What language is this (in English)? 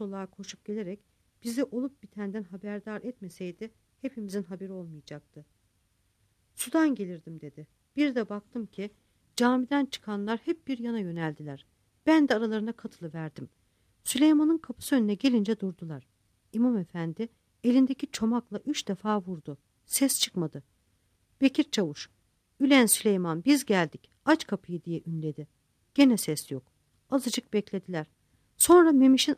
Turkish